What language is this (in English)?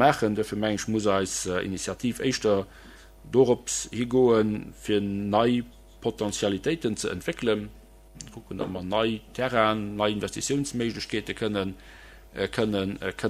Luxembourgish